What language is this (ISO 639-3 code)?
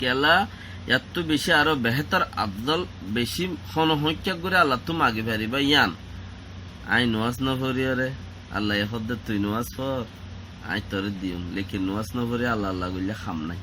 rhg